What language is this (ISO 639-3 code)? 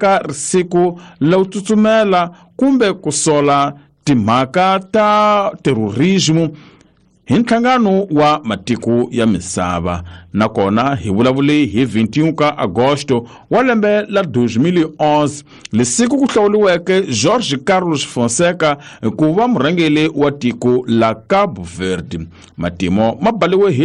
tso